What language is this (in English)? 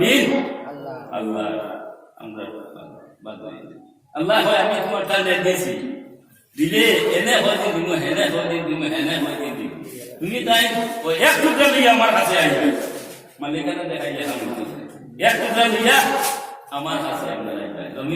Sylheti